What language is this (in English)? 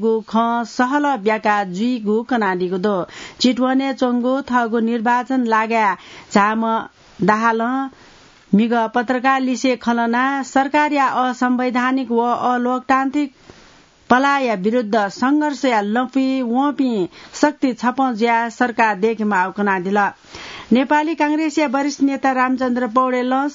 Newari